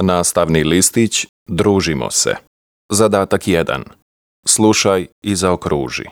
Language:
Serbian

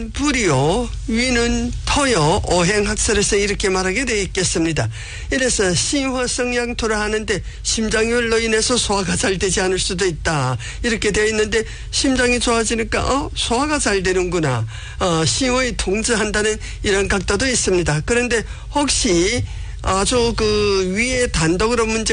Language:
Korean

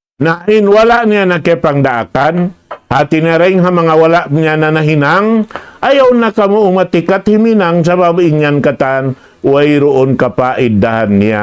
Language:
Tausug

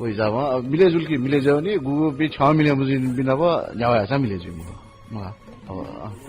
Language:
Newari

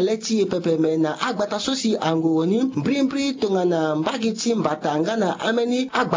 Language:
Sango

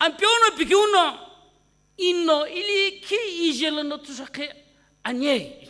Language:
Sumi Naga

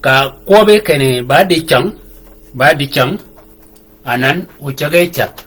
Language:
Shilluk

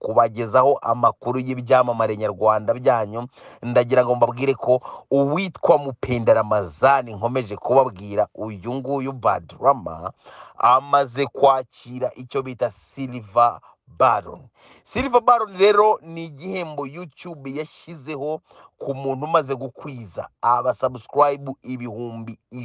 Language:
Kinyarwanda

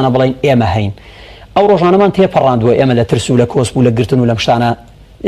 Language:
Central Kurdish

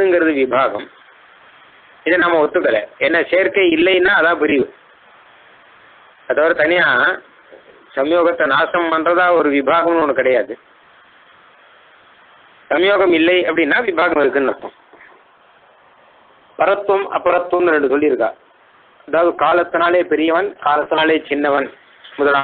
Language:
Tamil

